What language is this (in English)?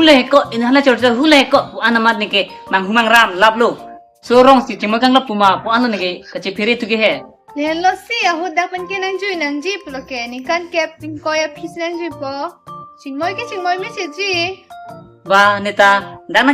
Karbi